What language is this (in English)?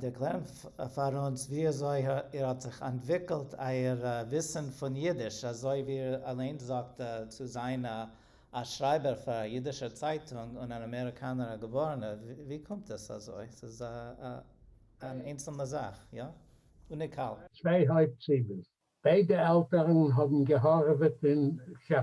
Yiddish